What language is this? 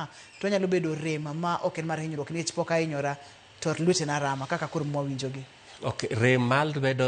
Luo (Kenya and Tanzania)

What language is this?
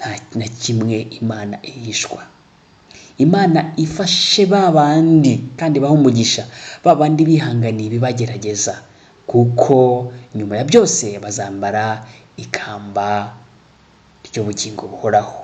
Kinyarwanda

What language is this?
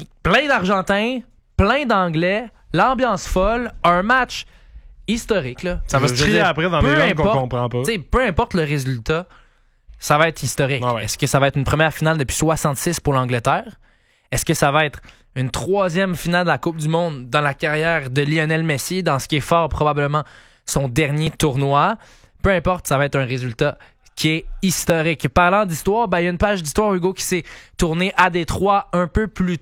French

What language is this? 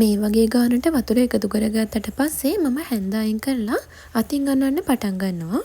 Sinhala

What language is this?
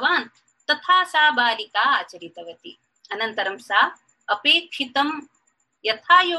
Sanskrit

